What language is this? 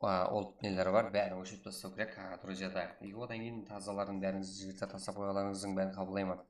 Kara-Kalpak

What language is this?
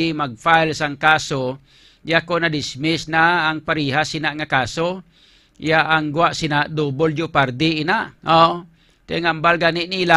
Hiligaynon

